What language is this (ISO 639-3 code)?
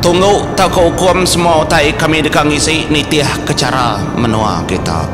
iba